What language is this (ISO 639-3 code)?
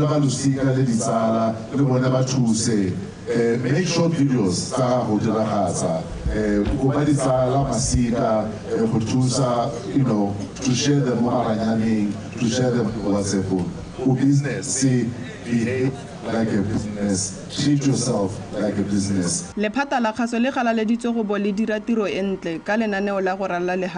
tsn